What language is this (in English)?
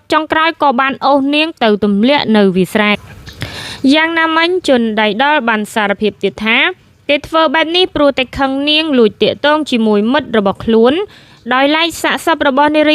Khmer